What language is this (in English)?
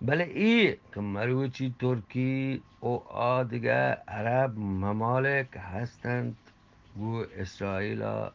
Eastern Balochi